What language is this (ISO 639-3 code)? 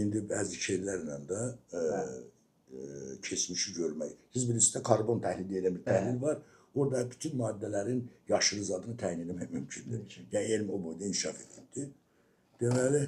aze